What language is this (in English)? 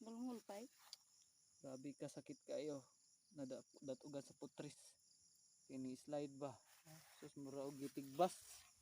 Cebuano